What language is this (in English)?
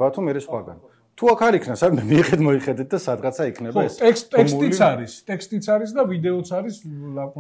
Georgian